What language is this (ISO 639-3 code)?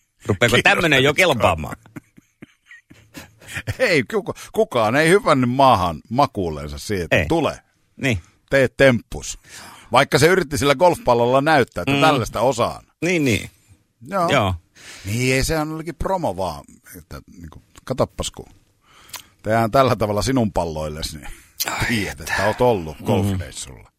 fin